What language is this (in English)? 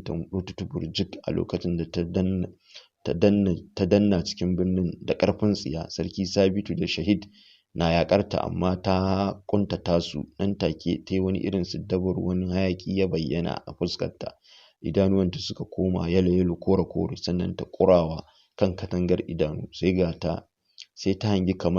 Hausa